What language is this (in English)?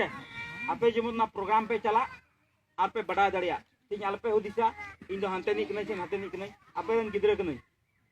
Santali